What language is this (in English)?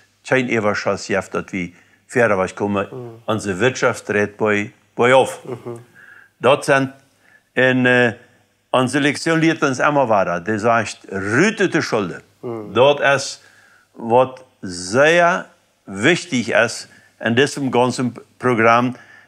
Plautdietsch